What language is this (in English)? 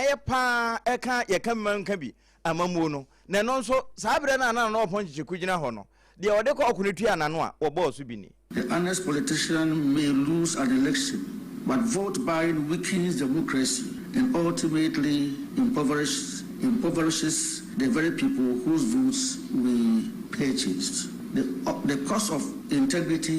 Akan